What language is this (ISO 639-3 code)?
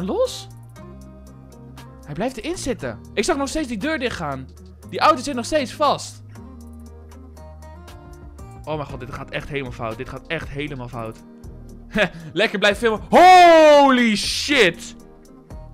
nld